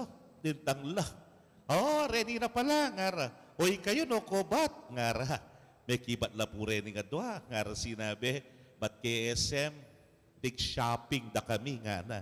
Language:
Pampanga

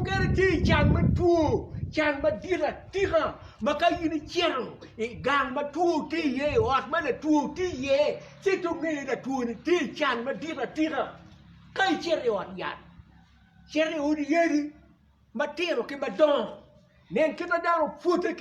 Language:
Acoli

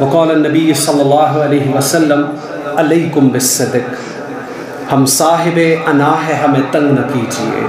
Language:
Kashmiri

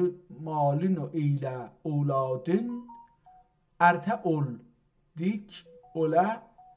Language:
South Azerbaijani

